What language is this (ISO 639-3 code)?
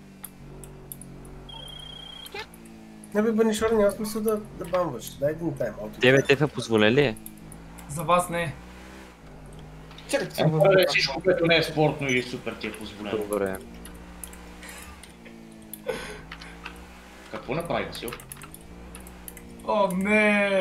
bul